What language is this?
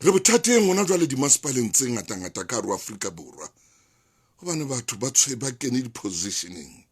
Southern Sotho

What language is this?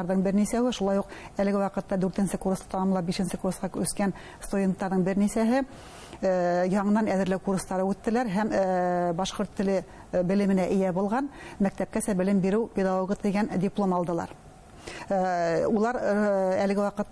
Bashkir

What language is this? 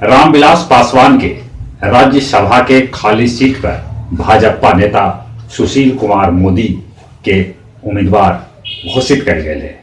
Magahi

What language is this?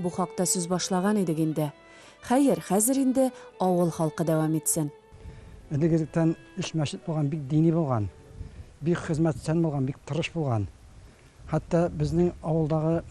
Tatar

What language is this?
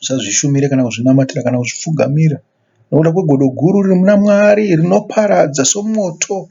Shona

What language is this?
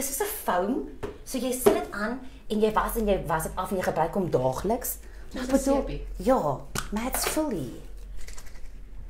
Afrikaans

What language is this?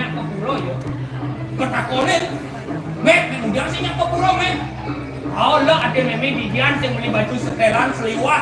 Balinese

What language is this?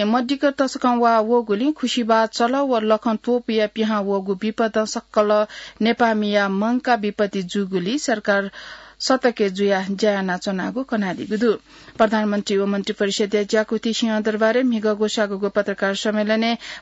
Newari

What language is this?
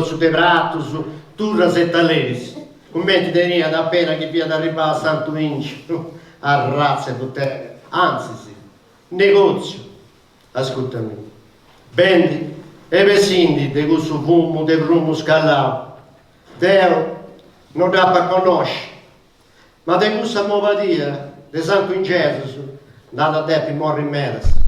Sardinian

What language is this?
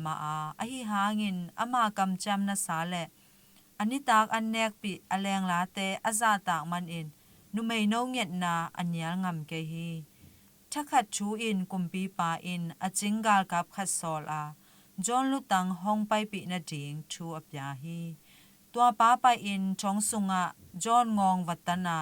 Tedim Chin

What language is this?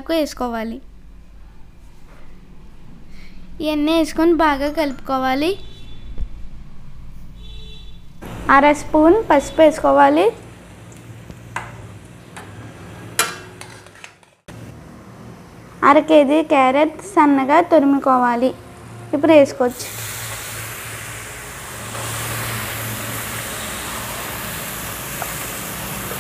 Telugu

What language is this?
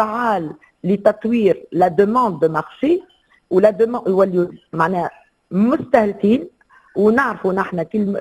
Tunisian Arabic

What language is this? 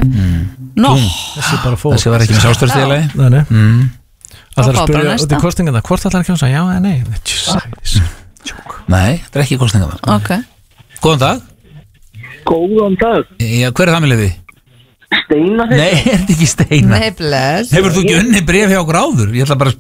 Icelandic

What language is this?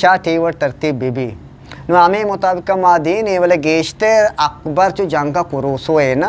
Eastern Balochi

